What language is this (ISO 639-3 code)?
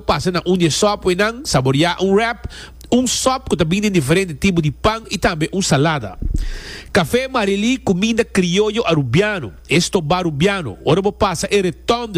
pap